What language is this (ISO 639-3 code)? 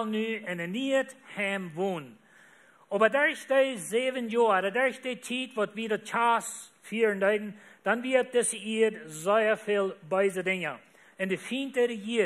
pdt